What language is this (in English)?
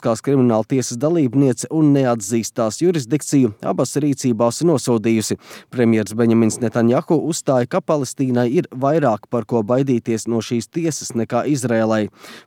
Latvian